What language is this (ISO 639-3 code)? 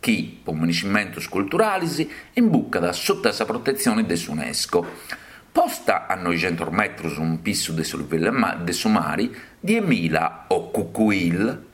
srd